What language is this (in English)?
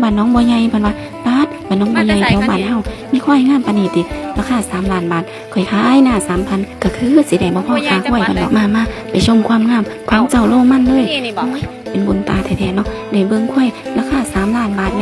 Northeastern Thai